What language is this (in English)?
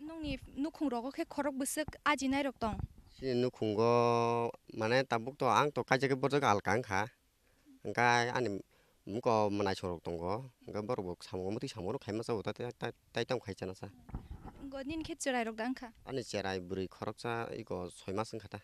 Kok Borok